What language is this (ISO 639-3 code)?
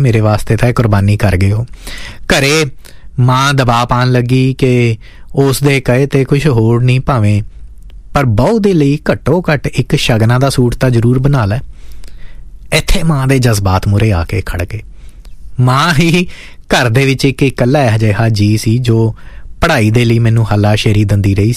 pan